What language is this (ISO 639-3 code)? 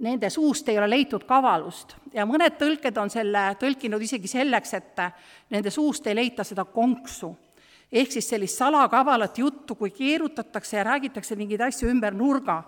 est